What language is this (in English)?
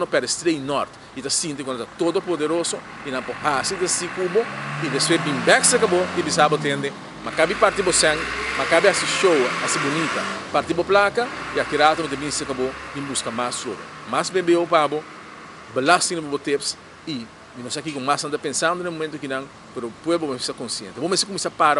Papiamento